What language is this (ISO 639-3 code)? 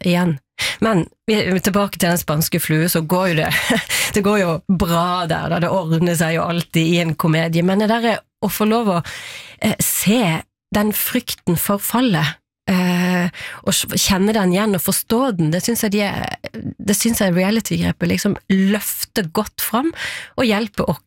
nor